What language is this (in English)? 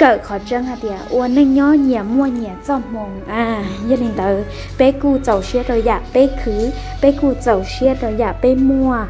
Hmong